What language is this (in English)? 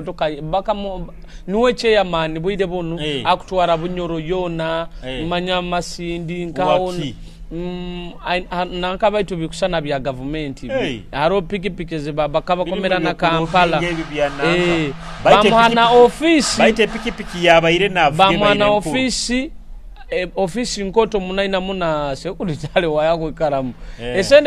Nyoro